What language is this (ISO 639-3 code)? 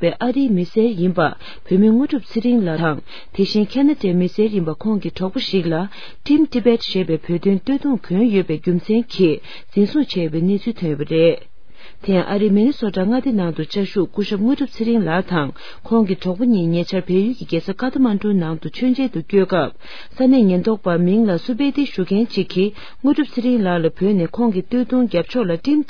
bod